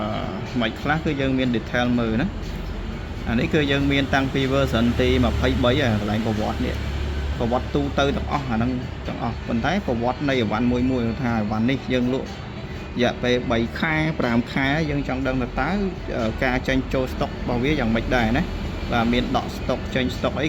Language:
Khmer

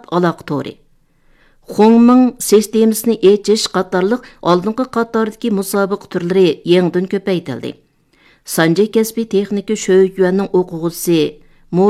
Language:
Uyghur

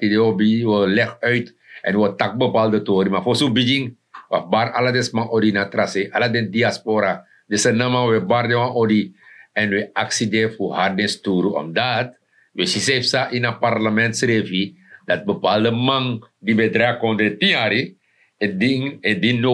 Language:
Sranan Tongo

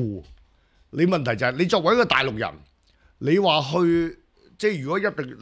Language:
Cantonese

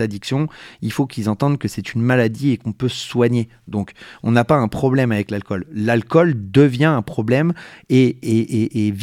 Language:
French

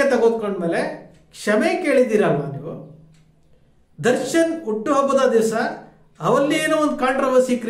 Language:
Kannada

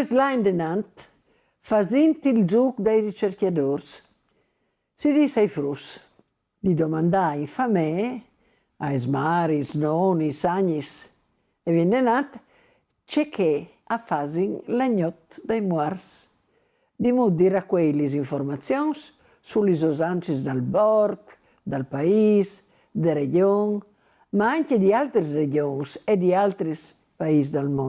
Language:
Friulian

